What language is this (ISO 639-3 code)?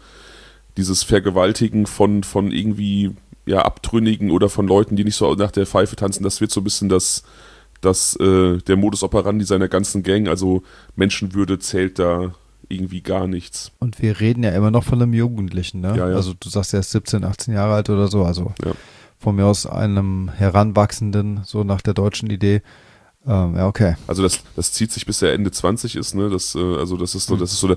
deu